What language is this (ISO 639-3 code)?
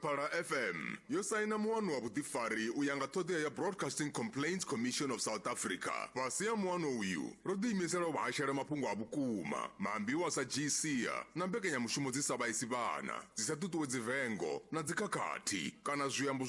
ven